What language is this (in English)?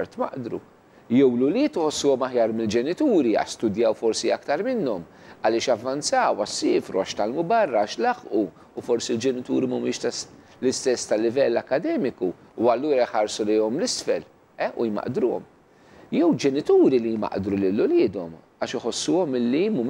Maltese